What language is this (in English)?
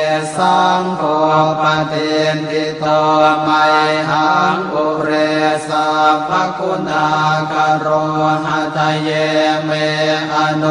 Pali